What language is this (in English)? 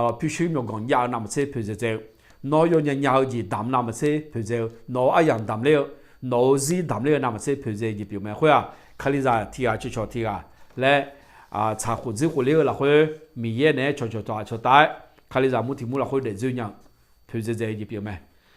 Akha